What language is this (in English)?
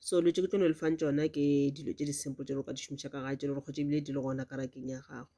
Northern Sotho